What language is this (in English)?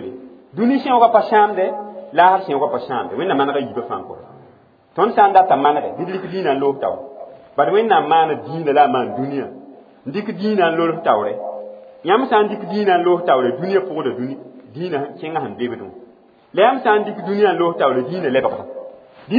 Mossi